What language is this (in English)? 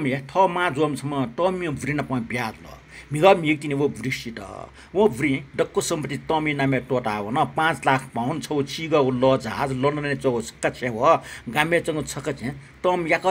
Newari